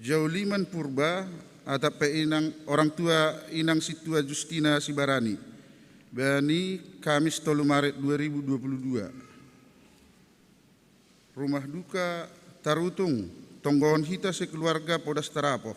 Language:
Batak Simalungun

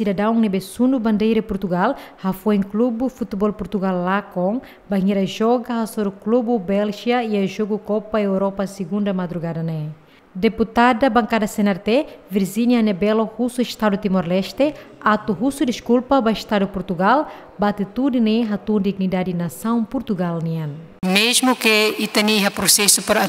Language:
Tetum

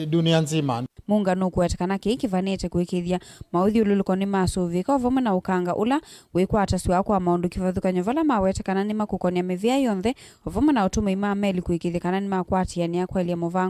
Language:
Kamba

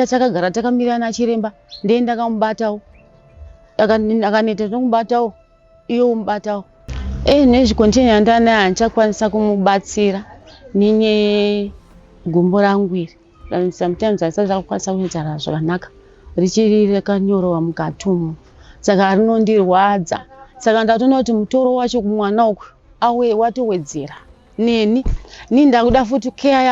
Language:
Shona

